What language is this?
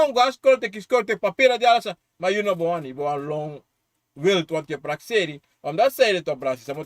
Sranan Tongo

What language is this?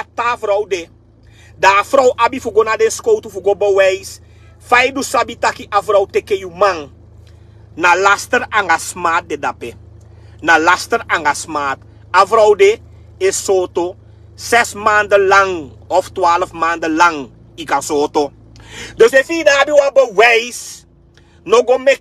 Sranan Tongo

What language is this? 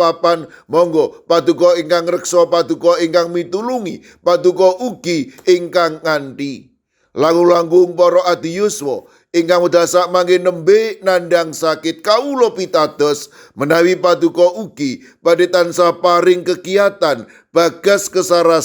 Javanese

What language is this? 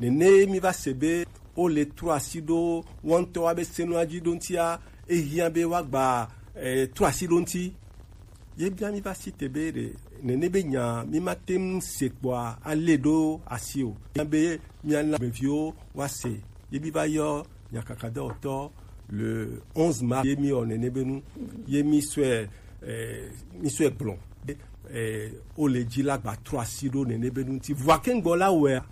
Gen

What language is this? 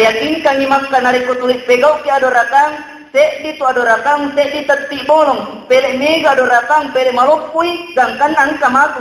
Buginese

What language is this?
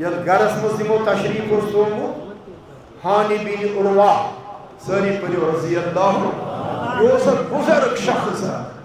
Kashmiri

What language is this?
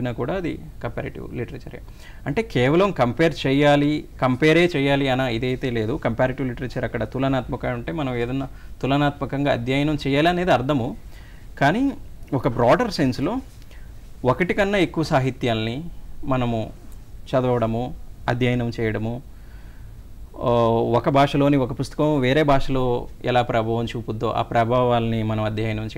Telugu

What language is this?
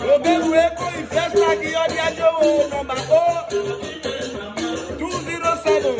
Urhobo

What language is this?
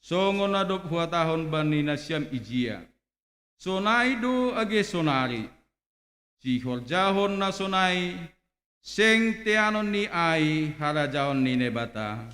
Batak Simalungun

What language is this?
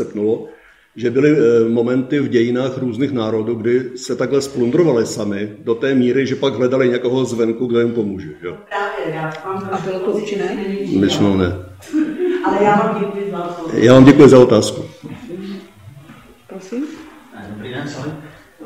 Czech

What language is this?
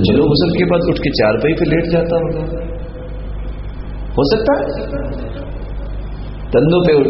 Urdu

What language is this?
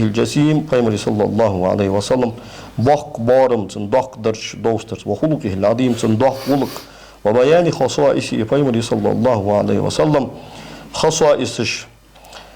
Ingush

